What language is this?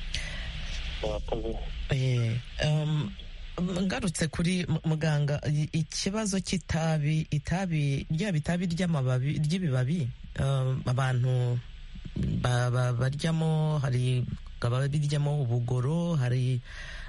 Kinyarwanda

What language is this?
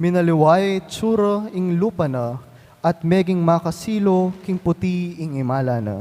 Pampanga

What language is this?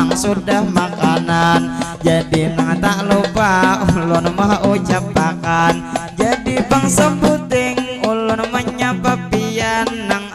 Banjar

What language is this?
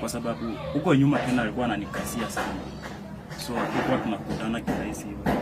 Swahili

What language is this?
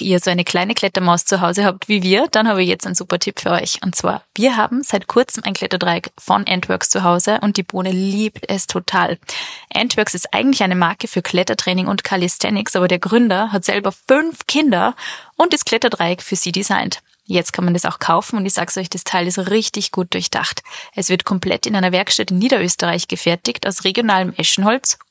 German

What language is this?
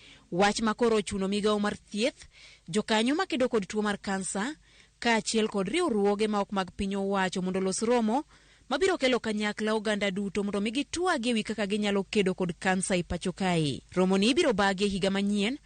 Luo (Kenya and Tanzania)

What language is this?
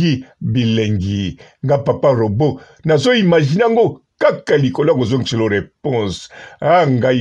Lingala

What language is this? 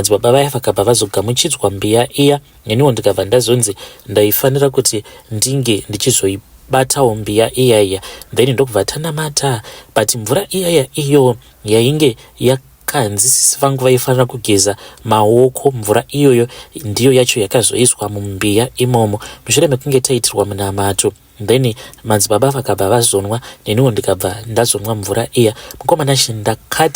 Shona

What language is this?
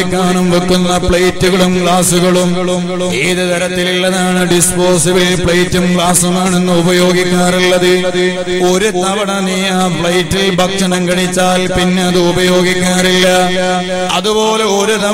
Malayalam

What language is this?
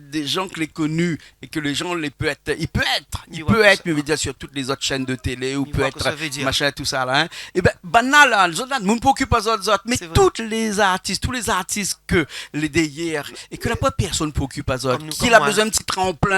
Réunion Creole French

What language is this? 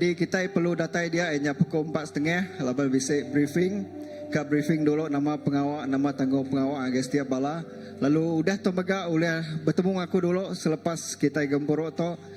Iban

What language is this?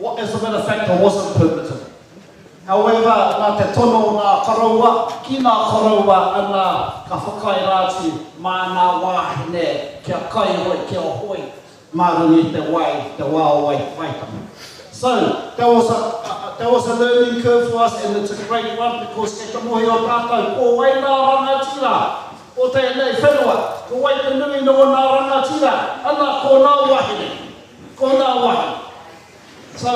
Māori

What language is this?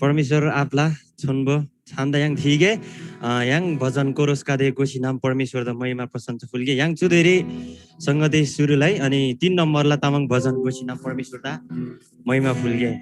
Eastern Tamang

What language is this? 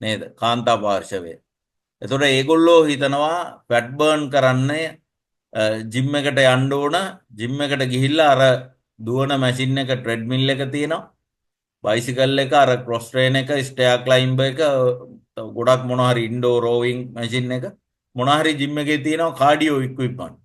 Sinhala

